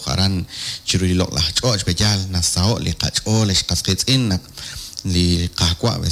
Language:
Kekchí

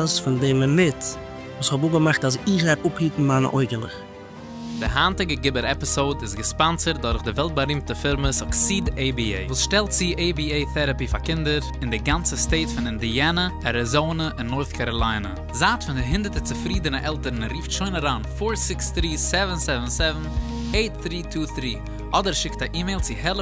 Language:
Yiddish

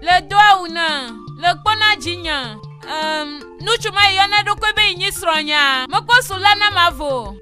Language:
Ewe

